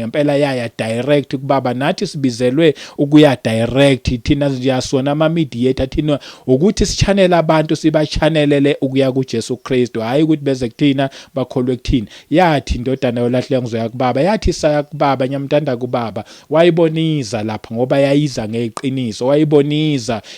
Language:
Zulu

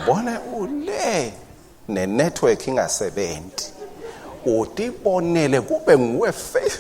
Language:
Swati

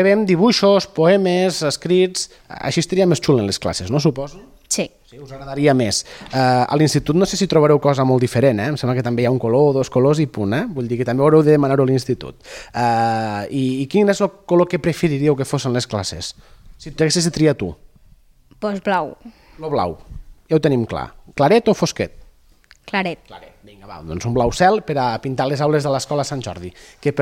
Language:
Catalan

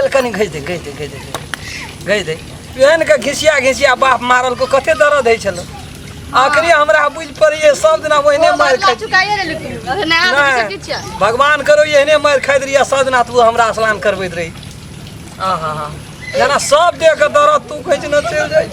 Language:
Maithili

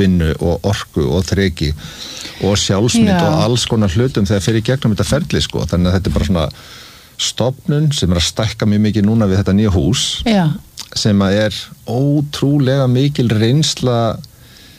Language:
Icelandic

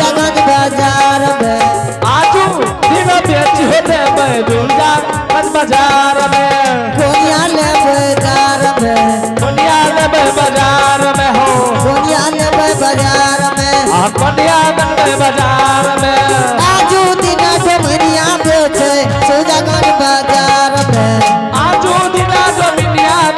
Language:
Angika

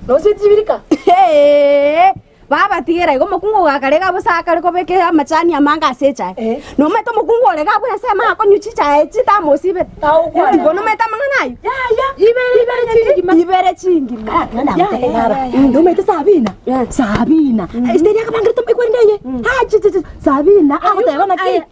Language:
Gusii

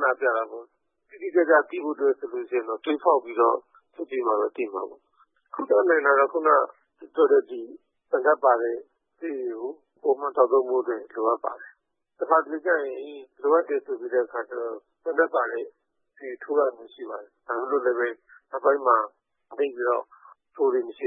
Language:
Burmese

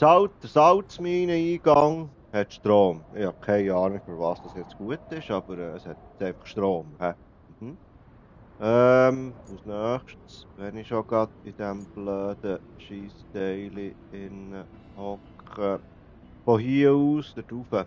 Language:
Swiss German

